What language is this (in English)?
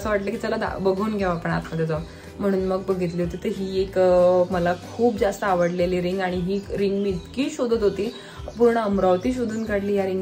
Marathi